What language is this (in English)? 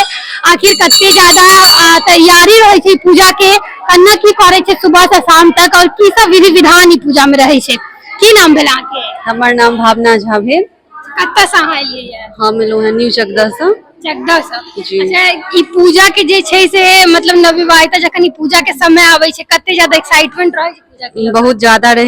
Maithili